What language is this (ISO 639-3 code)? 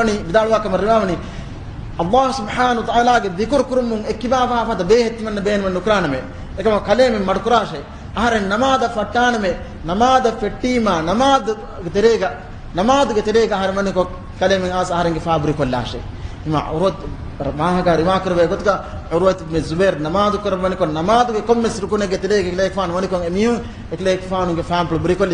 div